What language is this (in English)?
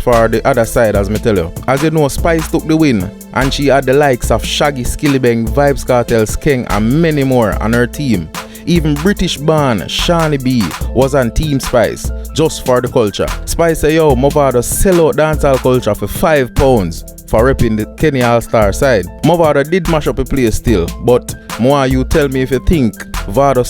Jamaican Creole English